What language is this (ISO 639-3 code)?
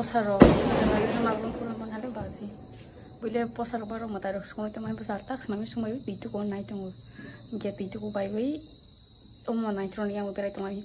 trp